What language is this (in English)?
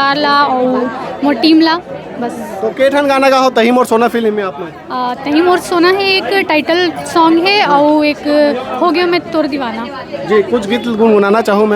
Chhattisgarhi